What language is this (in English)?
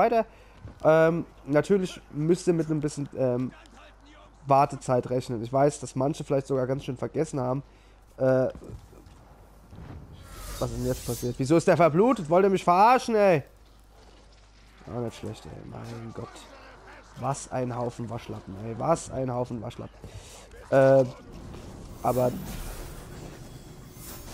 German